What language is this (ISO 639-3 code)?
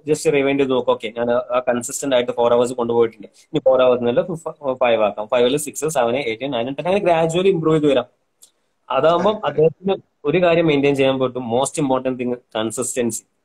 mal